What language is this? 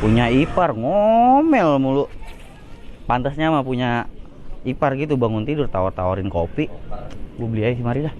Betawi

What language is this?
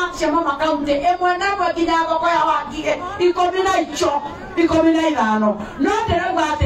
Kikuyu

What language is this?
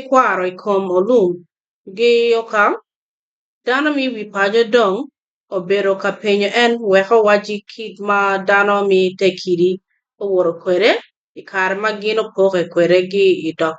Acoli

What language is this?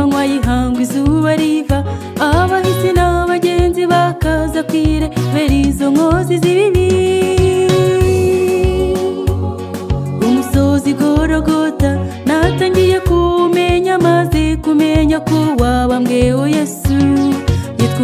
Kinyarwanda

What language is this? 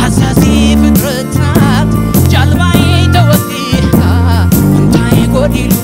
Tigrinya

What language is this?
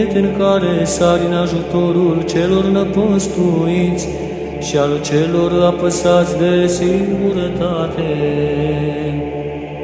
Romanian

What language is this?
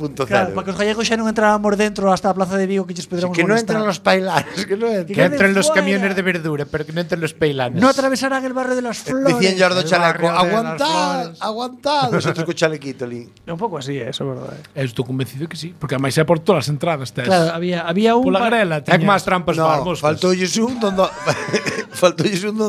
Galician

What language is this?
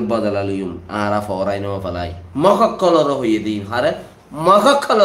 Rohingya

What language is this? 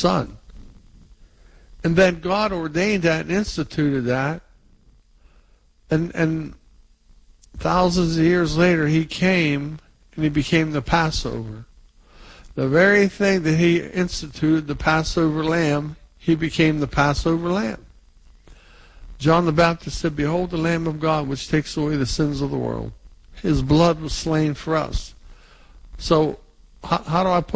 English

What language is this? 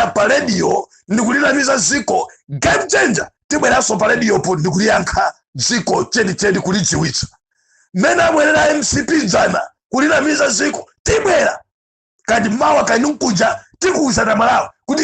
Nyanja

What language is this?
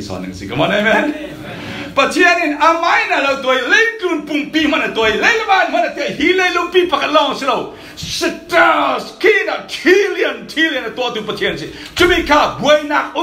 Falam Chin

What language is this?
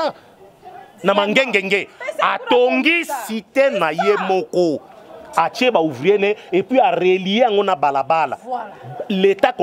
Lingala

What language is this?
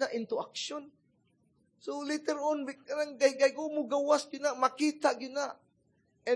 Cebuano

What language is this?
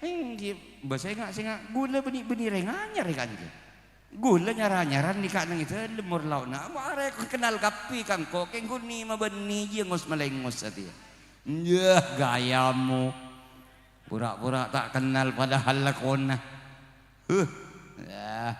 Madurese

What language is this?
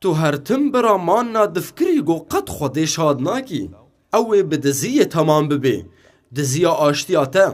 Kurdish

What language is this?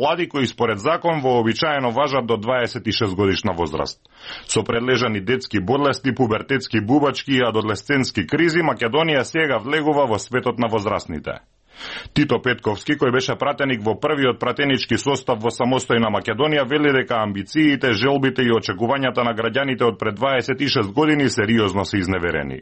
Macedonian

